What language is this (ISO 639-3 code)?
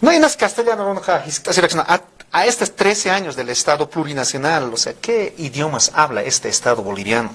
aym